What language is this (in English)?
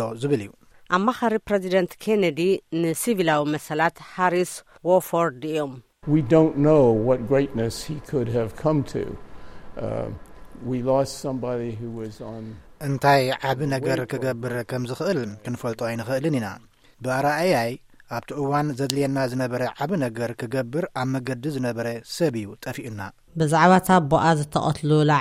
Tigrinya